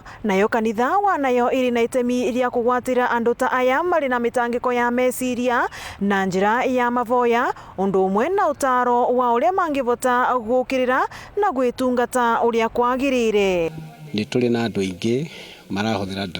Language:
Meru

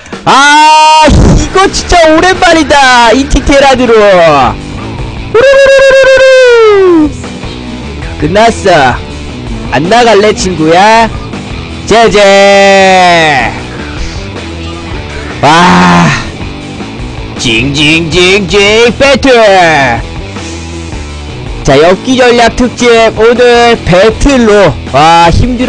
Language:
Korean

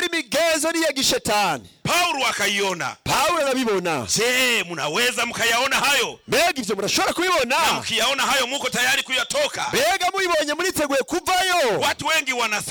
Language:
Swahili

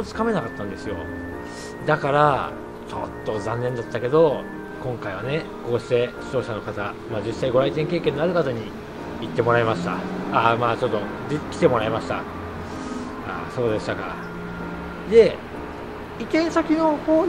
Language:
Japanese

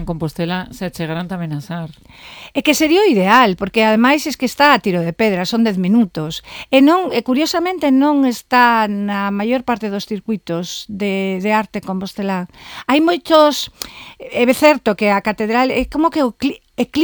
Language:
Galician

